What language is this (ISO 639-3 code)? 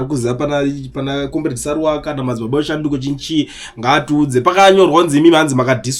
sna